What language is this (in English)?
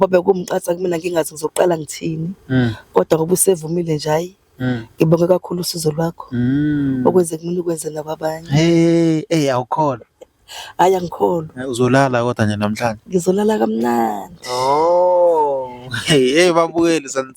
Zulu